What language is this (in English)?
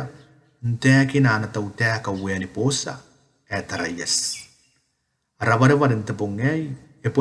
Gilbertese